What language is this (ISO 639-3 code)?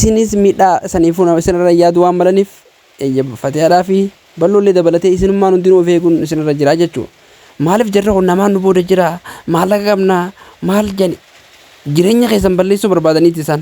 orm